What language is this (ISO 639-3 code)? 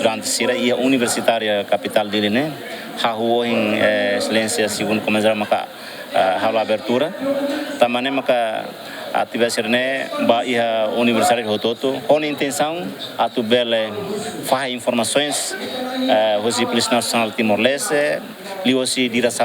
tet